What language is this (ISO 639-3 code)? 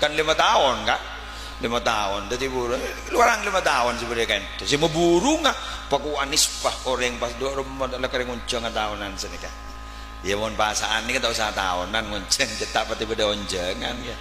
mad